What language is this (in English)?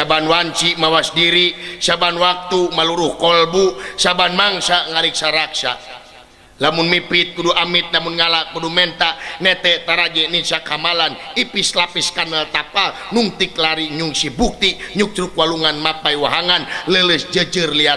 Sundanese